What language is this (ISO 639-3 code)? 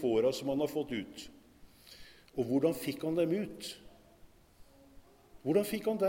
nor